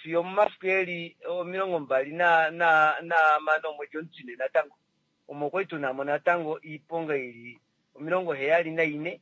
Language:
Kuanyama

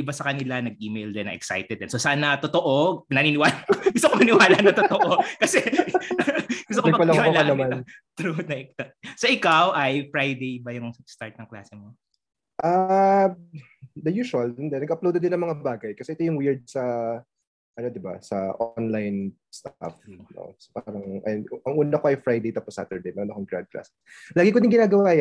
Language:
Filipino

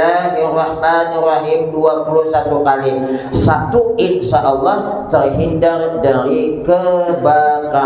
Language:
Banjar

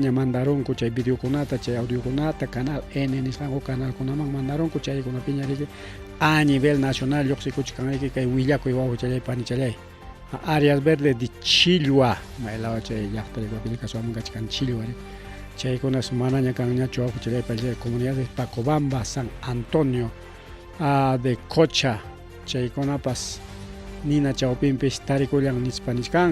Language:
Ayacucho Quechua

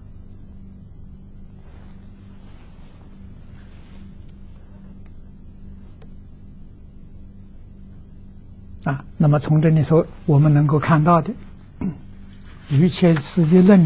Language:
Chinese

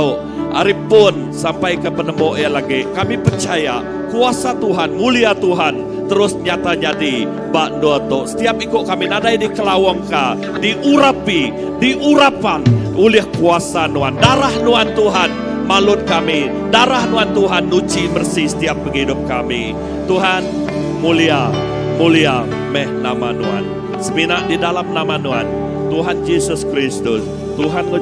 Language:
Iban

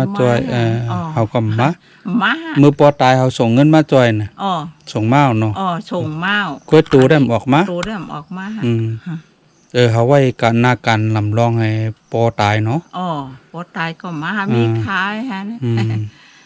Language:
Shan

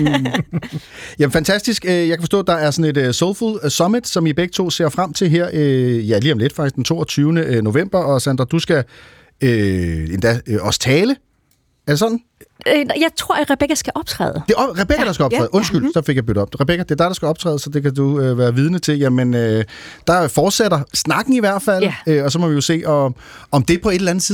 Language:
Danish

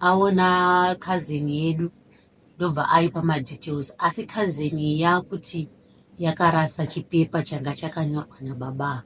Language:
Shona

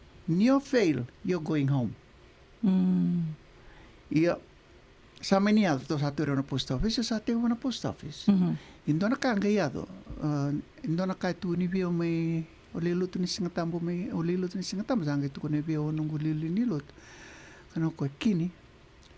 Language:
Fijian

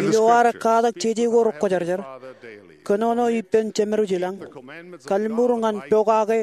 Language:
Marshallese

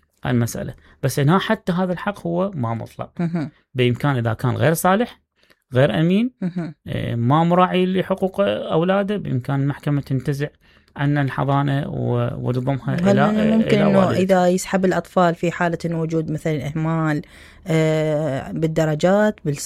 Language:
Mesopotamian Arabic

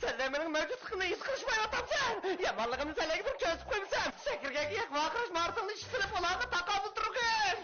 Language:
Uyghur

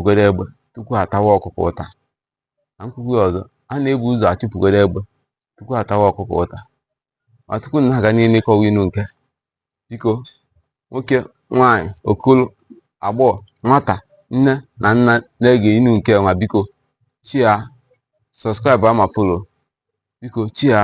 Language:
Igbo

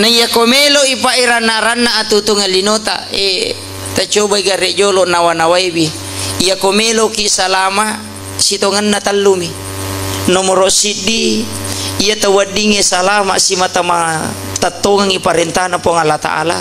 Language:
Buginese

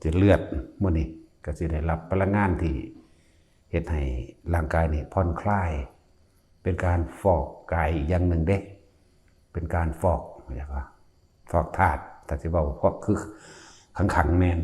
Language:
Northeastern Thai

